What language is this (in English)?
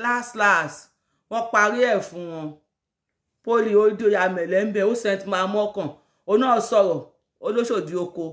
Yoruba